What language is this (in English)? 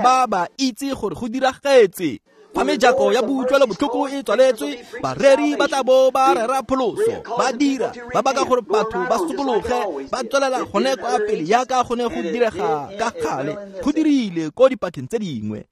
Tswana